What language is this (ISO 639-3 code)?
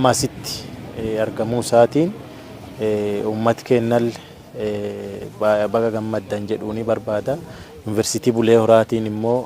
orm